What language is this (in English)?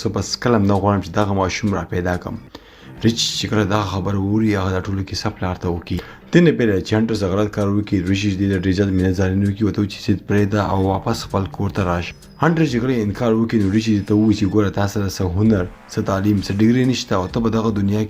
Pashto